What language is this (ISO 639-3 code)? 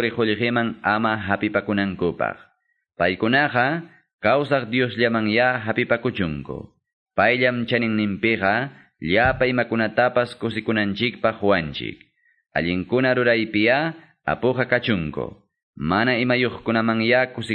que